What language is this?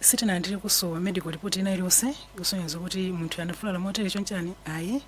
Nyanja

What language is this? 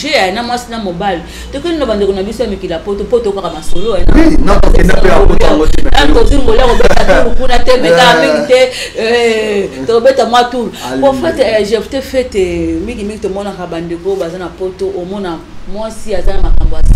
Lingala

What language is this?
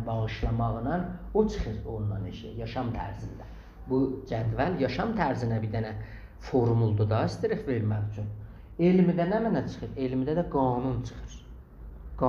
South Azerbaijani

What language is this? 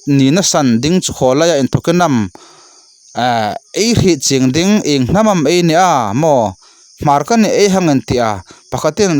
Hmar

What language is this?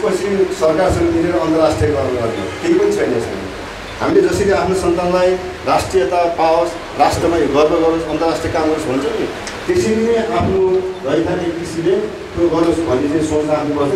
Nepali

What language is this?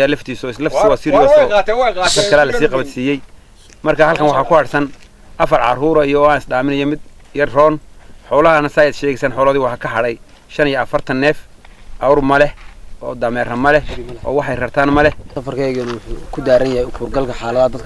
Somali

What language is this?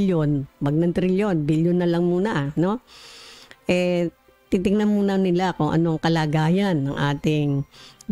Filipino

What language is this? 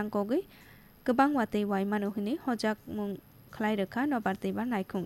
Kok Borok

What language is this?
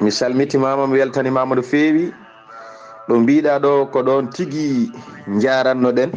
Fula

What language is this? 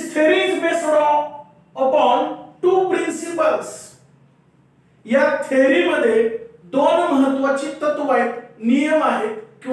Marathi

